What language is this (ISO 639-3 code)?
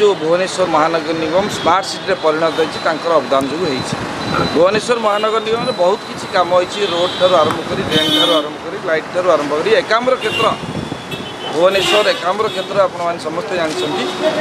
ori